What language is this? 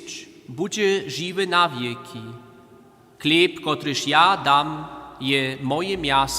Upper Sorbian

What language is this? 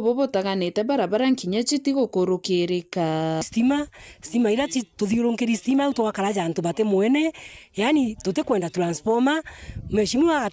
Meru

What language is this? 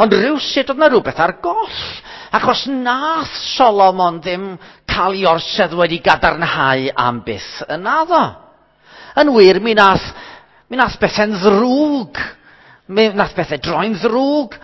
Welsh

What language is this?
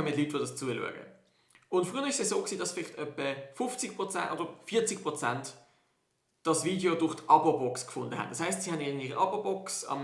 Swiss German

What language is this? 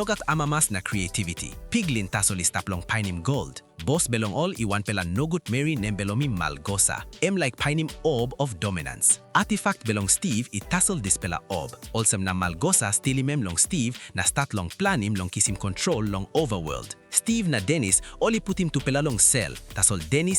Tok Pisin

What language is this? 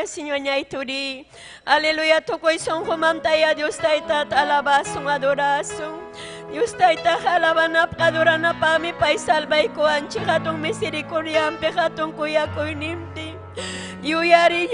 Ayacucho Quechua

